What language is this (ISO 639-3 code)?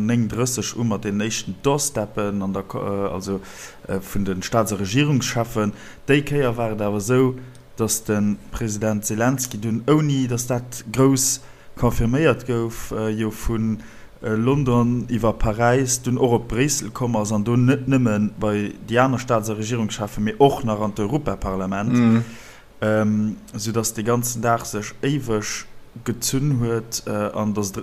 ltz